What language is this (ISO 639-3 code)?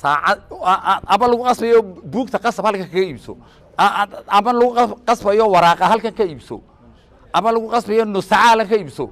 som